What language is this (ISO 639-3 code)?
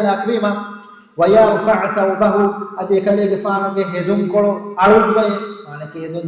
div